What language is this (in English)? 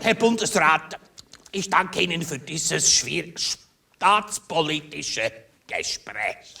Swiss German